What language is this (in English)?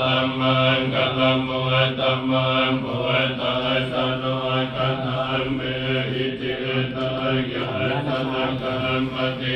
Pali